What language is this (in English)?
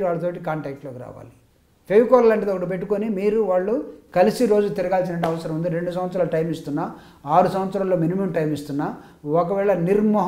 Telugu